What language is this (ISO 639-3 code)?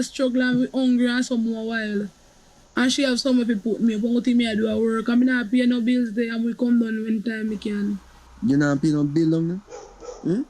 jam